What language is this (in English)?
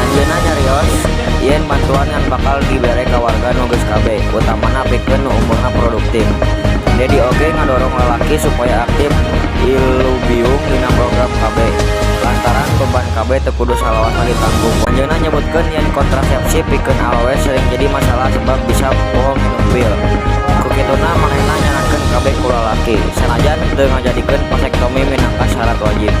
Sundanese